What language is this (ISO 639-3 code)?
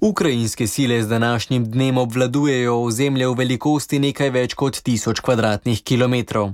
slv